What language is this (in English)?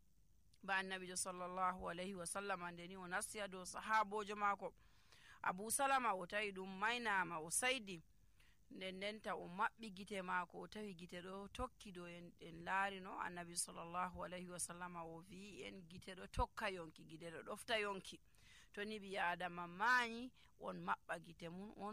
Nigerian Fulfulde